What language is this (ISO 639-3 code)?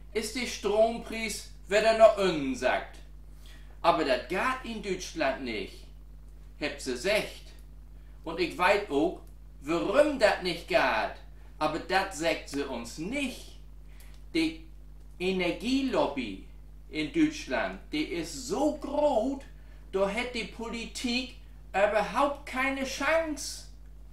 nds